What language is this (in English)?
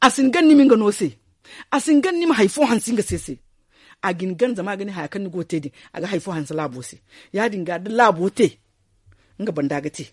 Zarma